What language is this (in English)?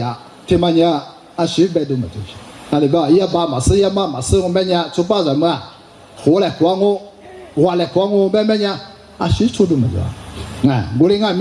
Lisu